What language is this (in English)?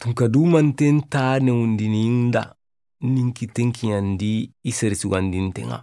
Soninke